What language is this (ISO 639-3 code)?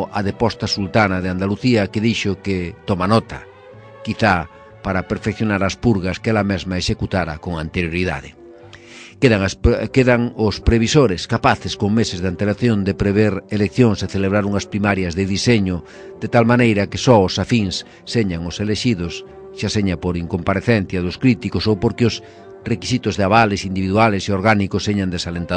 glg